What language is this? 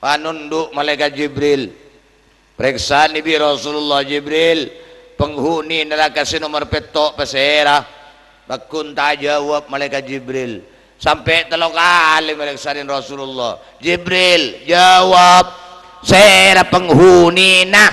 Madurese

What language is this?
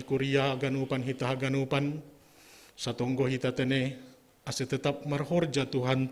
Batak Simalungun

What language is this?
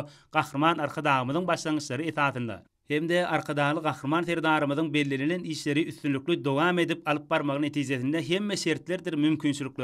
Turkmen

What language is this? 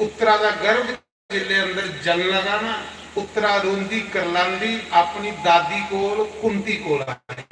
Dogri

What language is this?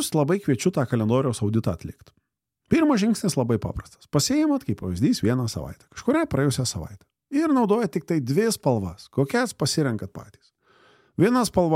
Lithuanian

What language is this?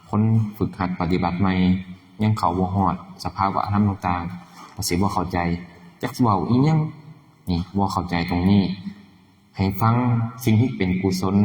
Northeastern Thai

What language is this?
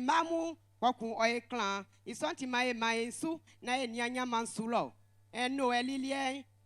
Baoulé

